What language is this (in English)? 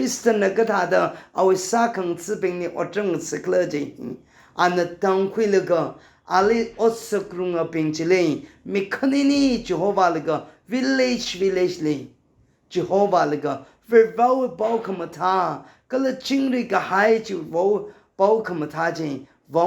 Tangkhul Naga (India)